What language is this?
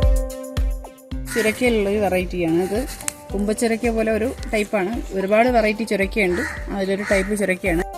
Malayalam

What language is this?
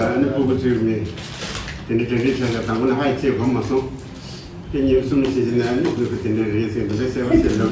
Tibetan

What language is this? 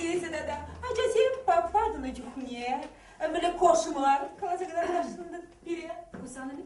Chuvash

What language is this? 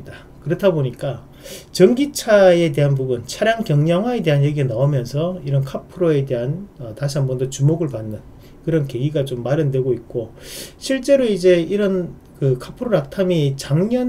Korean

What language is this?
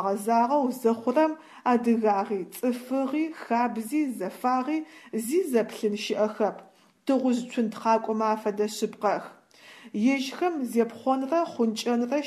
Adyghe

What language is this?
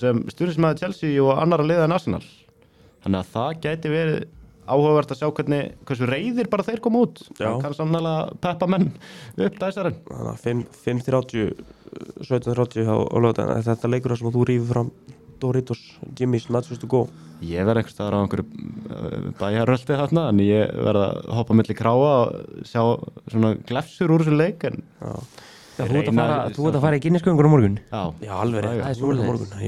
Icelandic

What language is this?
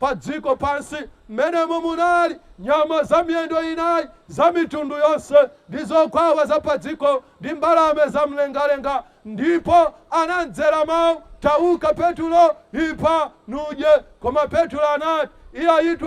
Nyanja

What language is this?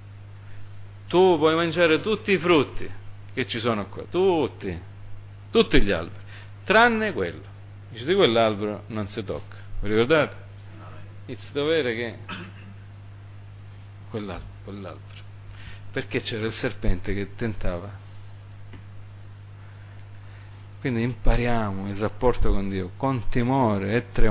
Italian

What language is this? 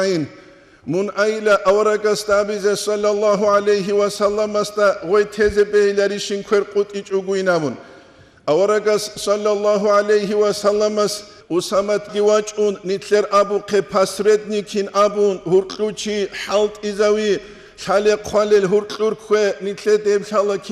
Avaric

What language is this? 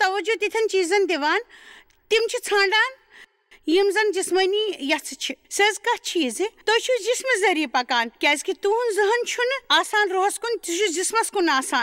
Kashmiri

